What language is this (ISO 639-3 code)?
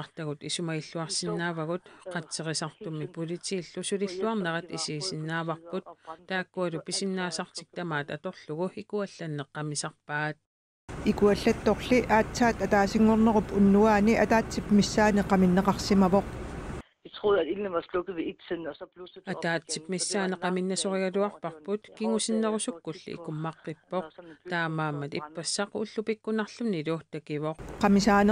kal